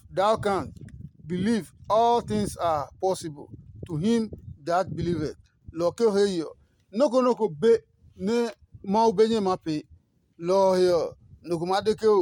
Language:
Adangme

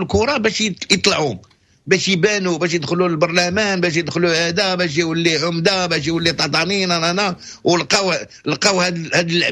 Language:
Moroccan Arabic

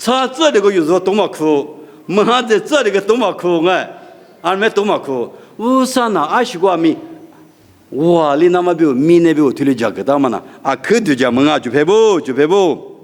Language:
Lisu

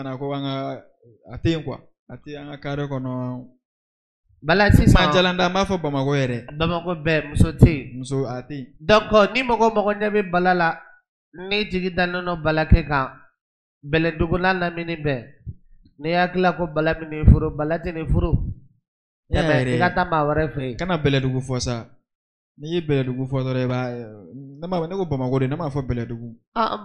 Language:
Bambara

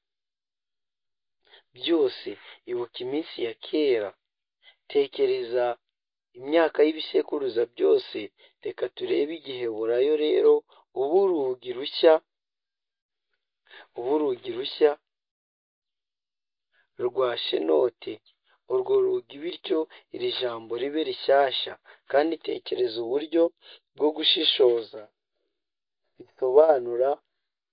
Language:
Kinyarwanda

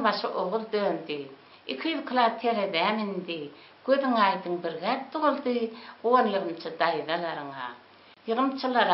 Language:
Turkmen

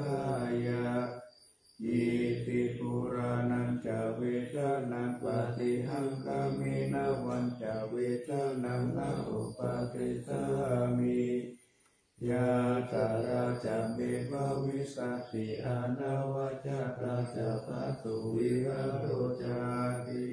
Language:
Pali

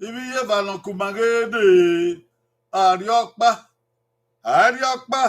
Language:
Bini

